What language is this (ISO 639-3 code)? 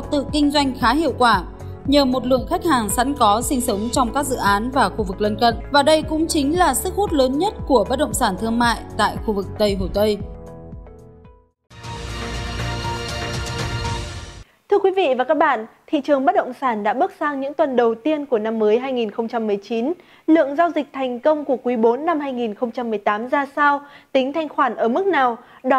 vie